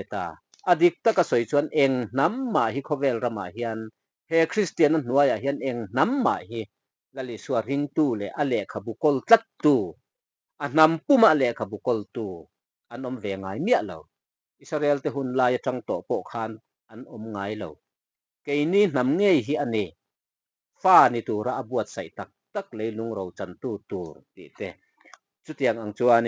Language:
Mizo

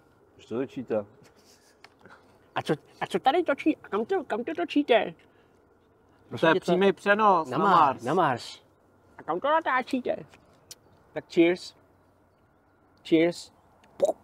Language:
Czech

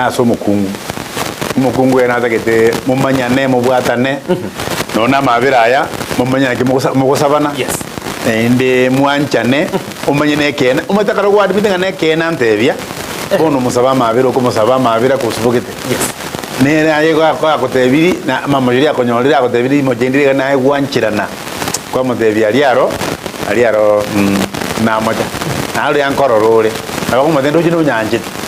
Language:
Gusii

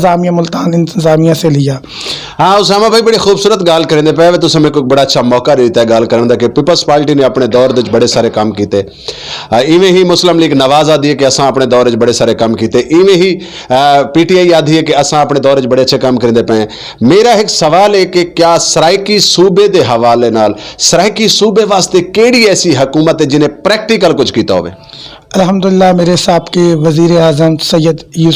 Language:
Saraiki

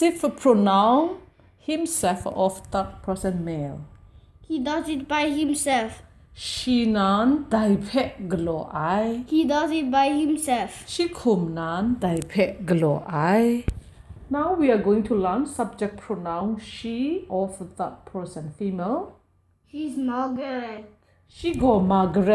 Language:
Kachin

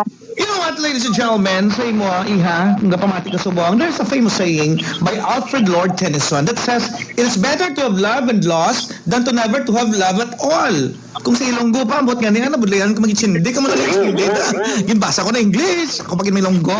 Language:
Hiligaynon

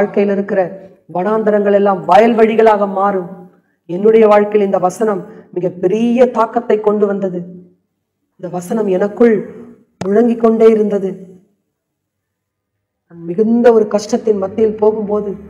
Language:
Tamil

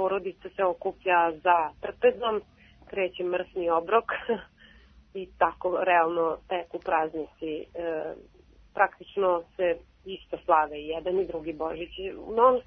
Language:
Serbian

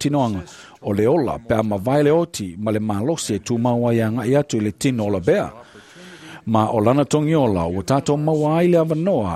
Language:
Samoan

